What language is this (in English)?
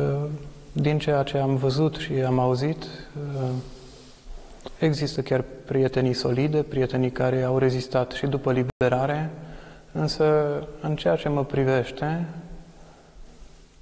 Romanian